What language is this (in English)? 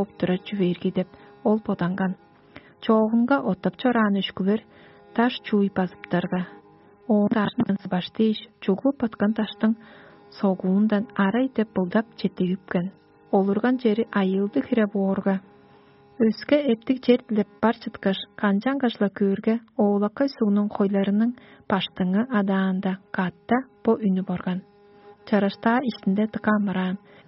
Tuvinian